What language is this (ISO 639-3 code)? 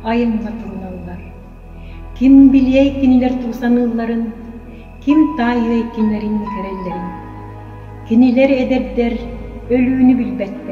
sah